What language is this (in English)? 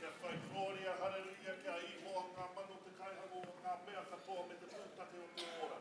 Māori